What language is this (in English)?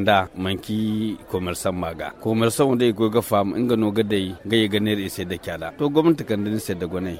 Zarma